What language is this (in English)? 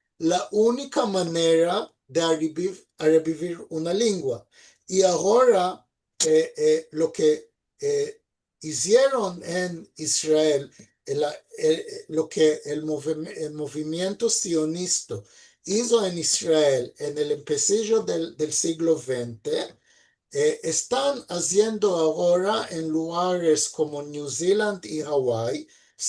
Ladino